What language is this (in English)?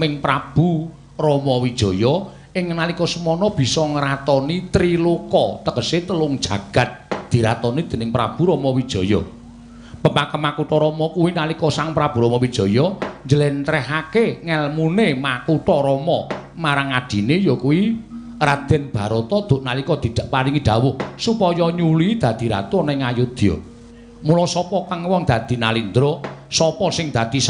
Javanese